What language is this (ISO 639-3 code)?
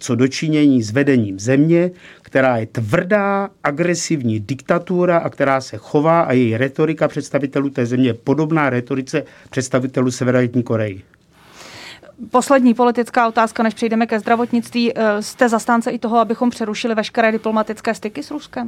ces